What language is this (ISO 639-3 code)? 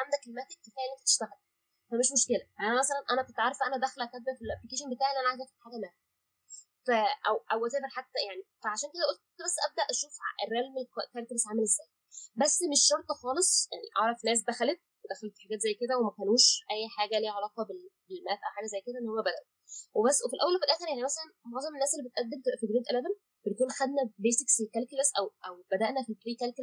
arz